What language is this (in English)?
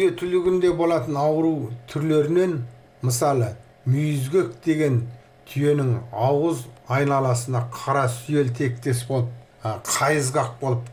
Kazakh